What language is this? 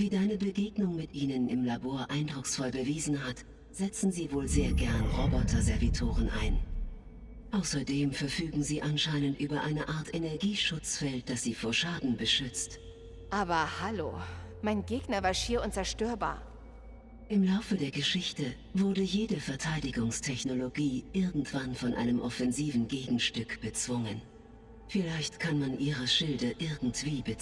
Bavarian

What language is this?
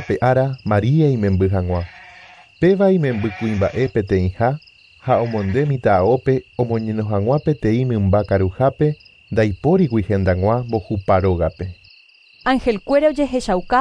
Guarani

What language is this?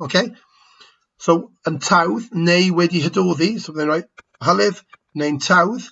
Welsh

